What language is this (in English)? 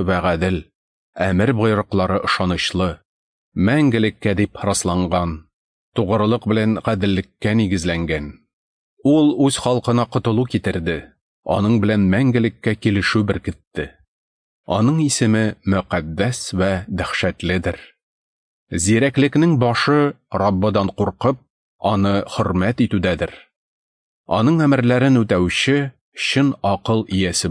Tatar